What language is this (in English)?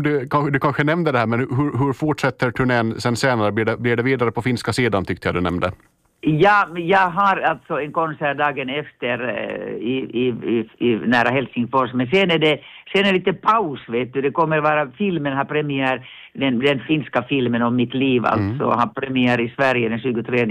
Swedish